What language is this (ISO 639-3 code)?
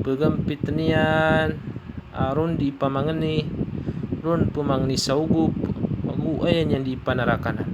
mrw